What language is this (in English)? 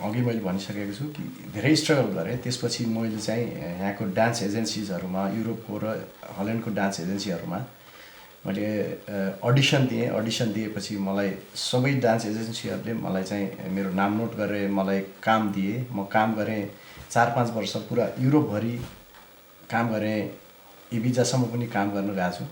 Nepali